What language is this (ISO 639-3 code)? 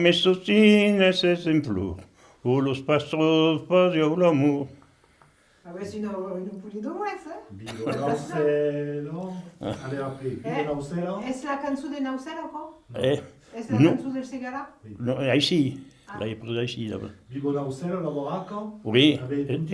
oci